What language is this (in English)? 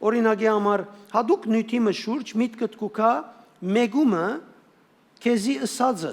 Western Armenian